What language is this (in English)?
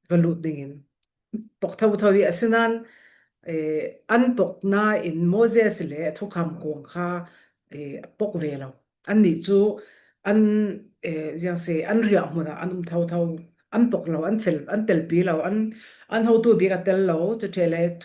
Falam Chin